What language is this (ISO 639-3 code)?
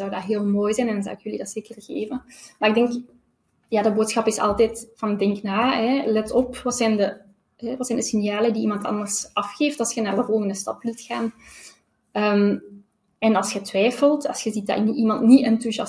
nld